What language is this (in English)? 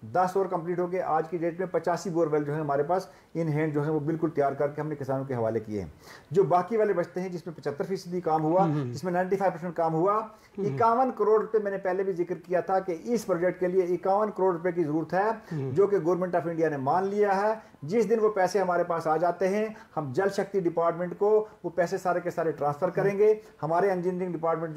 Hindi